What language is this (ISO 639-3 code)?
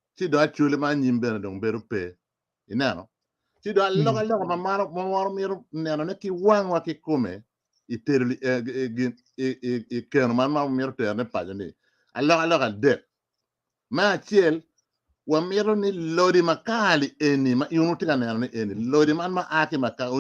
ach